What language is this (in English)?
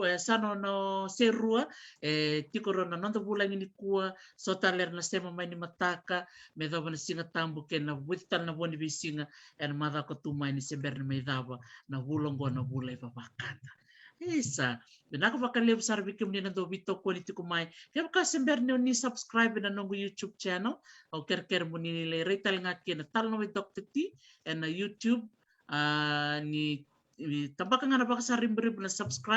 Fijian